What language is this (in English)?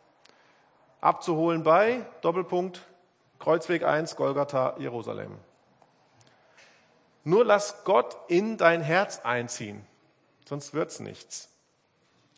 German